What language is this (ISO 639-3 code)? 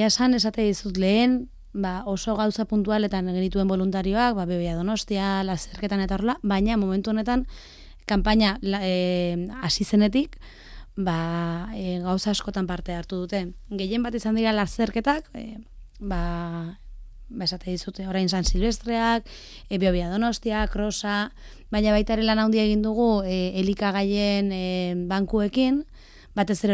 eus